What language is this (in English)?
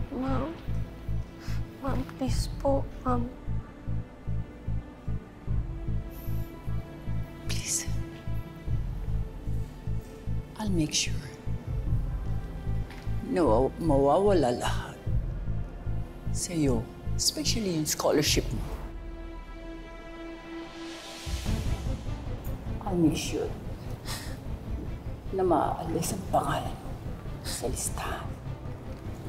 Filipino